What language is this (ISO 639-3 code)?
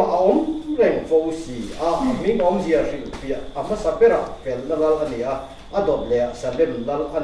lus